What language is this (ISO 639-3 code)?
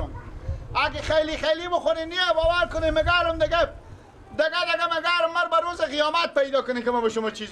fas